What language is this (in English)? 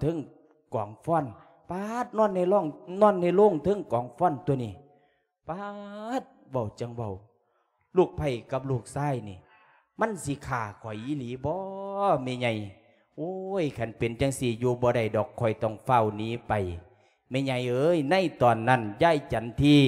Lao